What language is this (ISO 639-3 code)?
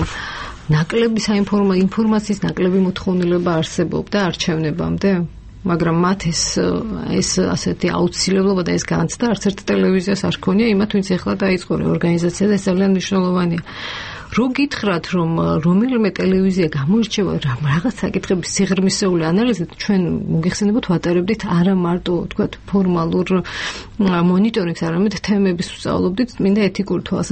kat